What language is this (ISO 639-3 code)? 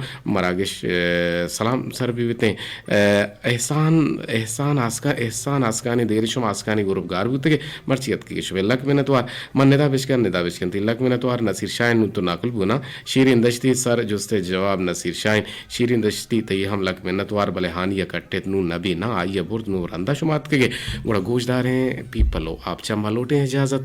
bgp